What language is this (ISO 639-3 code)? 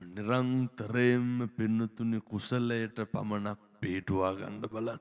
sin